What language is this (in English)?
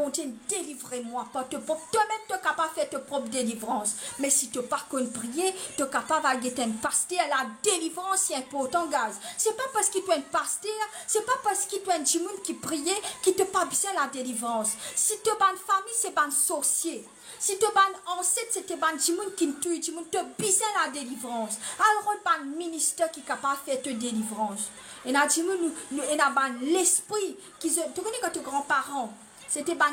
Morisyen